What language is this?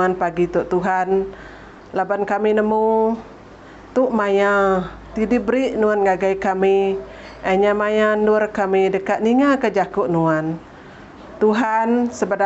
Iban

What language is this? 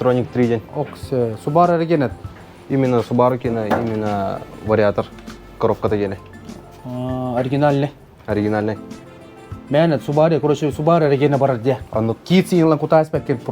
Yakut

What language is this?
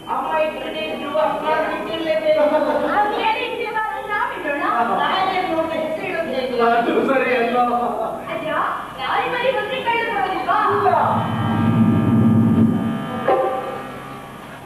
Kannada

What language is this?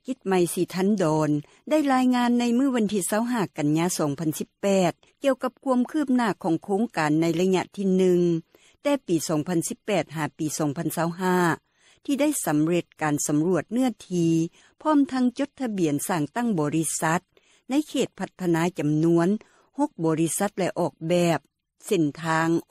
Lao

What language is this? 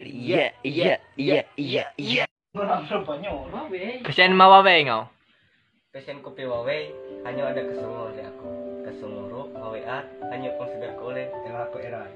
Ma'anyan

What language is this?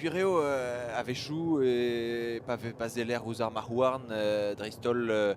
Breton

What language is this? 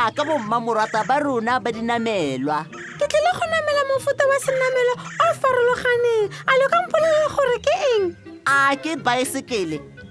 Tswana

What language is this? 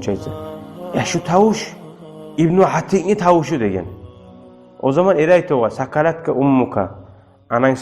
Kumyk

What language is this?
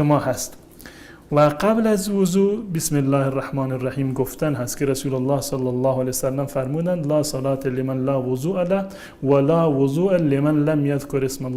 Persian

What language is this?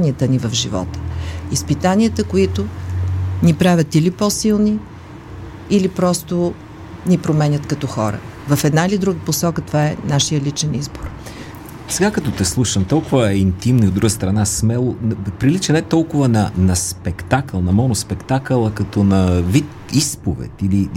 Bulgarian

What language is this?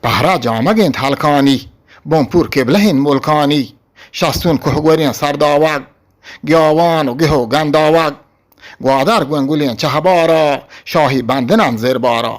Eastern Balochi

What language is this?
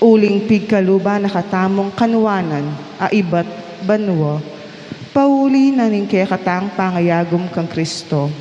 Pampanga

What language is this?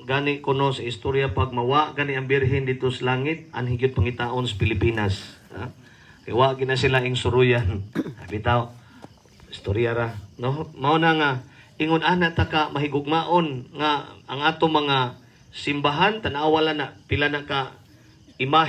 Cebuano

